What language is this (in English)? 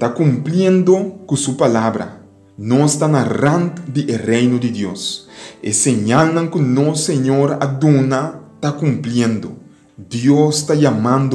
Papiamento